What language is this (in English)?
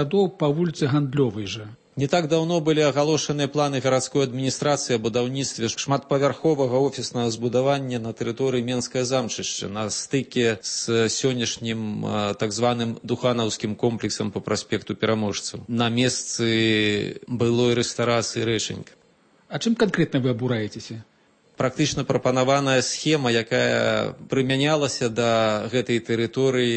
Belarusian